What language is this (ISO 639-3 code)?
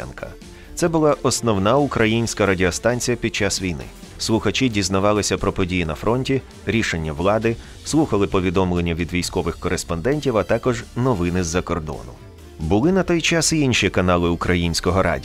ukr